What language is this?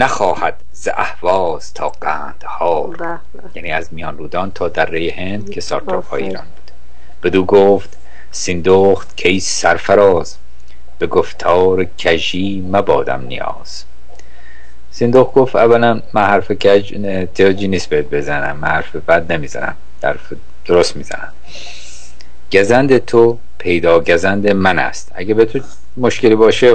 Persian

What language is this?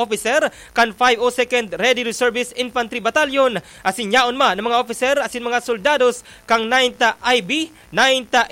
Bikol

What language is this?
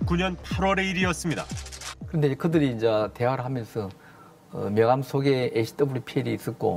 Korean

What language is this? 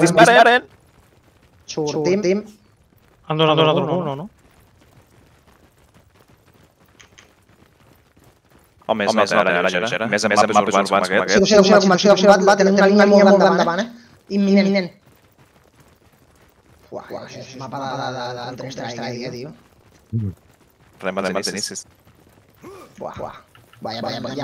Catalan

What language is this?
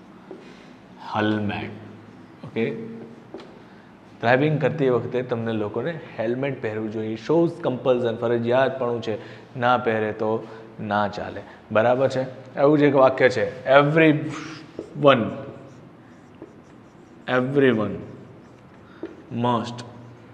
Gujarati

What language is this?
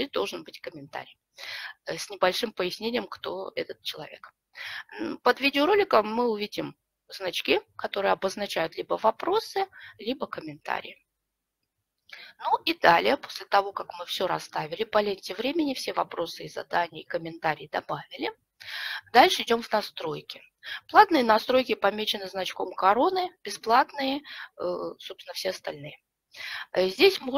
Russian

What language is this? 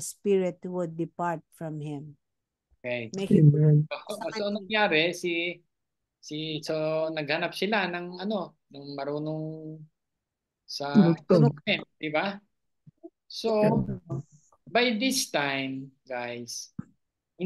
Filipino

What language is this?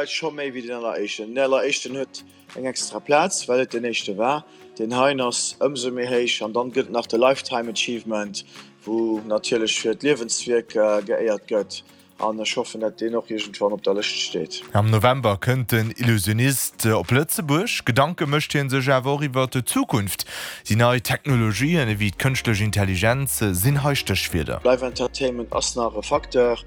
Luxembourgish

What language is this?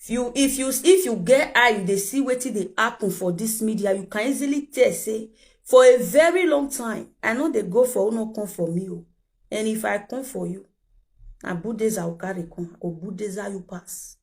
Nigerian Pidgin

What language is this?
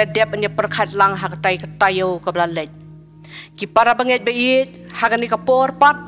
Khasi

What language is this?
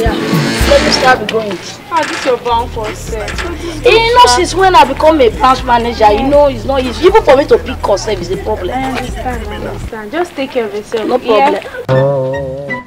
Nigerian Pidgin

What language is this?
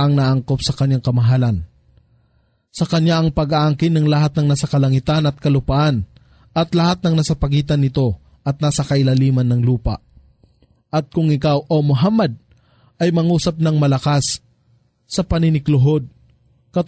Filipino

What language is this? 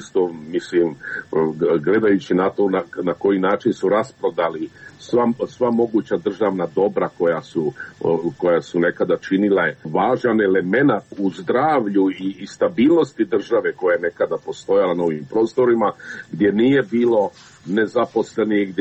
Croatian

